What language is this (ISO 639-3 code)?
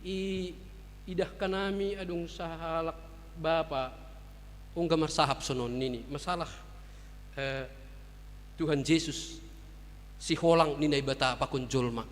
bts